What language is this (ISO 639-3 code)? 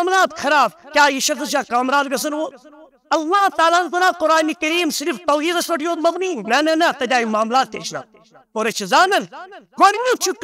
kas